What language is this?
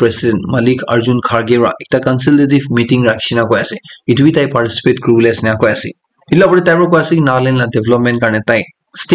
Naga Pidgin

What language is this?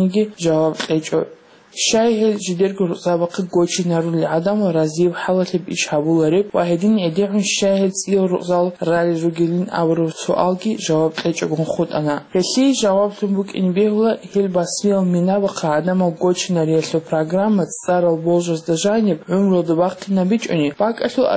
Avaric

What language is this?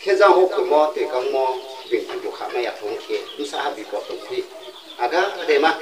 Riang (India)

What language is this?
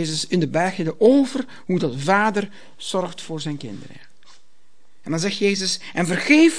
Dutch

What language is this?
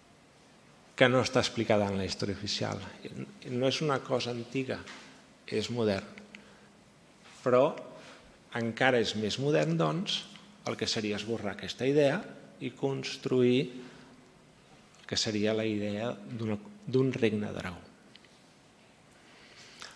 Catalan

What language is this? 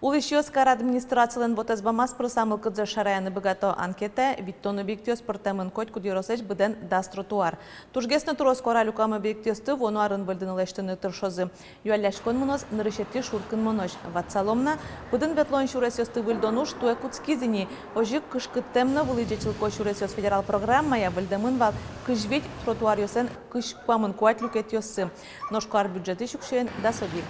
Udmurt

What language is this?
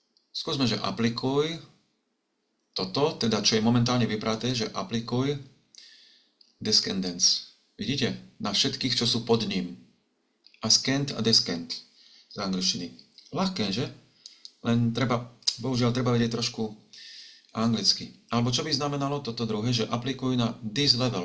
Slovak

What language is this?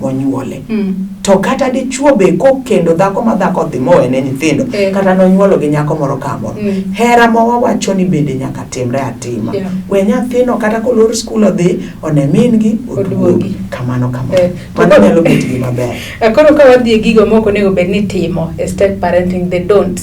Luo (Kenya and Tanzania)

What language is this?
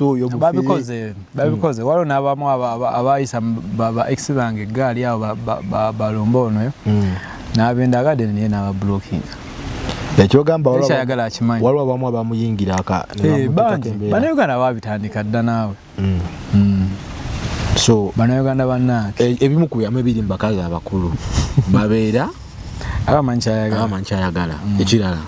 Ganda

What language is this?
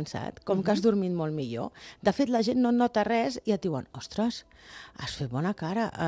Catalan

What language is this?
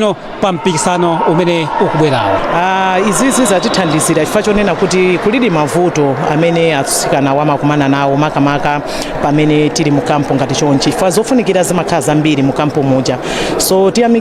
Nyanja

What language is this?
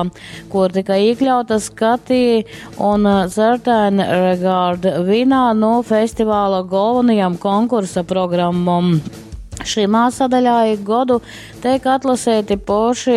Latgalian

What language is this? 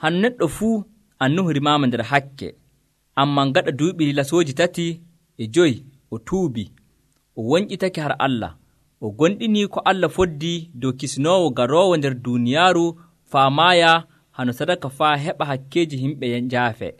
Nigerian Fulfulde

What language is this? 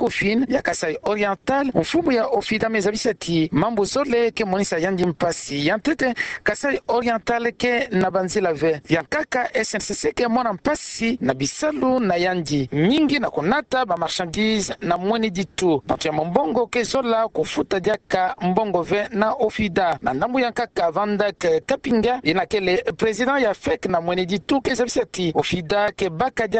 Kituba (Democratic Republic of Congo)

